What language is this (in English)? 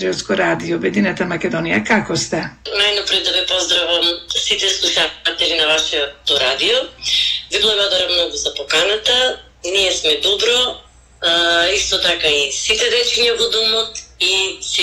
Macedonian